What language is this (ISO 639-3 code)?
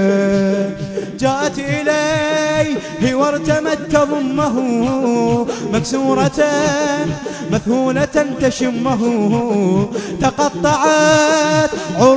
ara